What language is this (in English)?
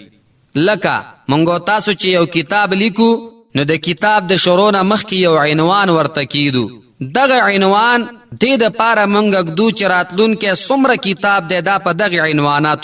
Pashto